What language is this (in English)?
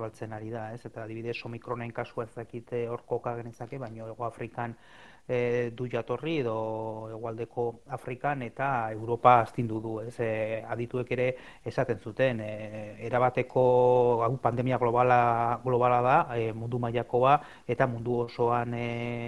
Basque